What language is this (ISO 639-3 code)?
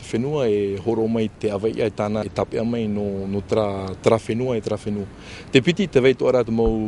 tah